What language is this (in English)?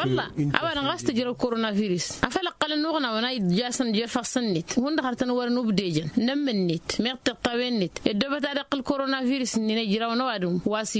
Tamasheq